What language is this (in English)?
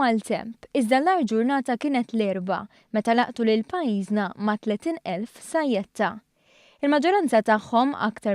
Maltese